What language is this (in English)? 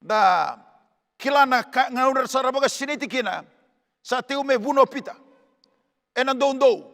Fijian